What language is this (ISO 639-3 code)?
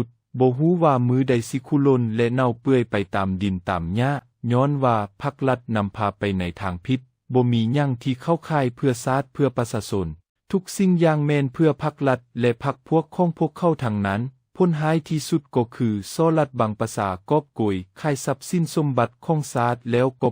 lao